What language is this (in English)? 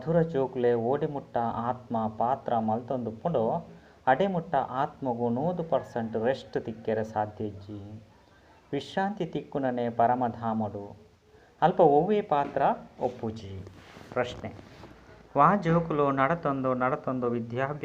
Tulu